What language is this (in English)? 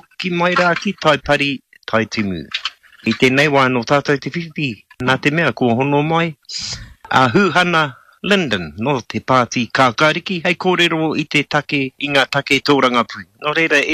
Māori